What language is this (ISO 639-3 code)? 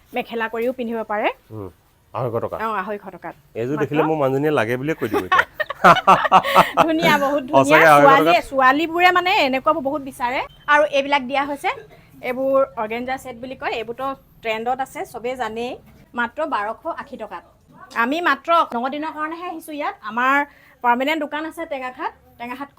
asm